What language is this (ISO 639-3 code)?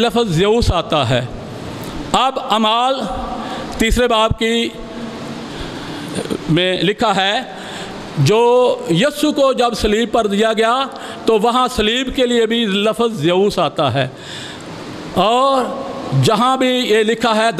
urd